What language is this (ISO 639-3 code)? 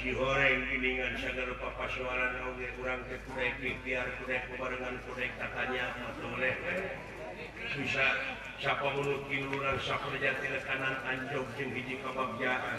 sun